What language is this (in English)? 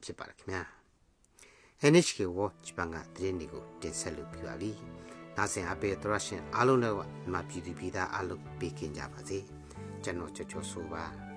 Burmese